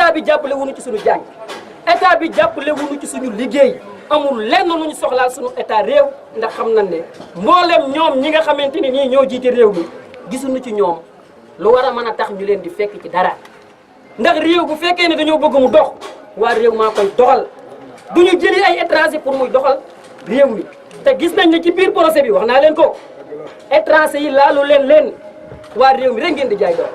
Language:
Wolof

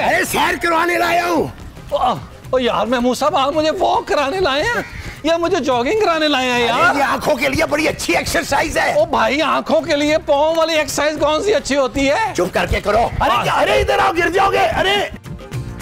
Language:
Hindi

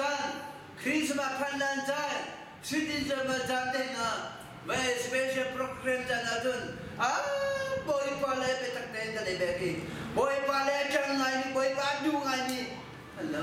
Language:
Hakha Chin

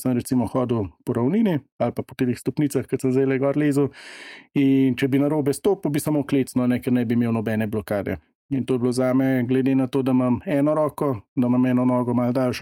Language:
Slovenian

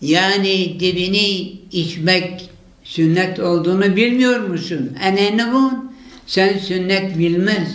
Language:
Zaza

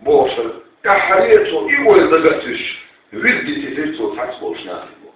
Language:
Chechen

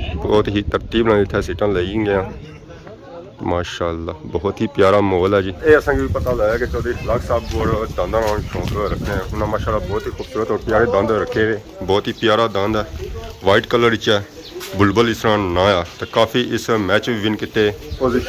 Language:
Pahari-Potwari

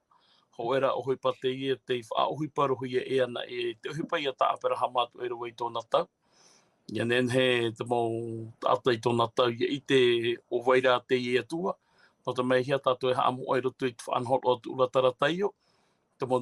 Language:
Tahitian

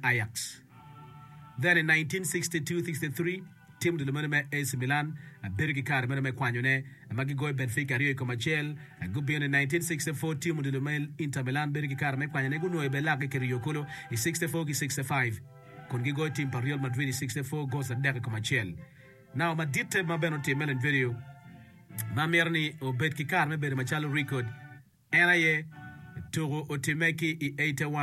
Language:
Acoli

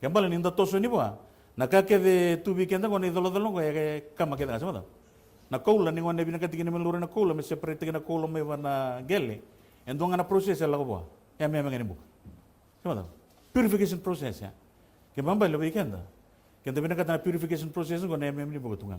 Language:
Fijian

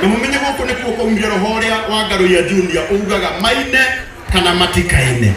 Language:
Kikuyu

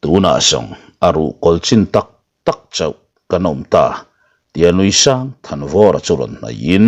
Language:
Mizo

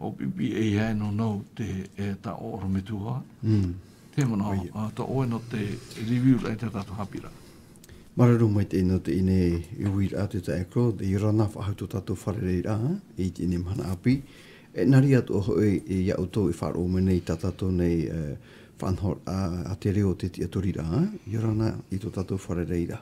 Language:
Tahitian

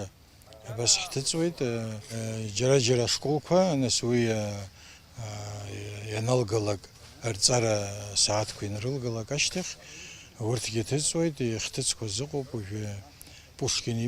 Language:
Abkhazian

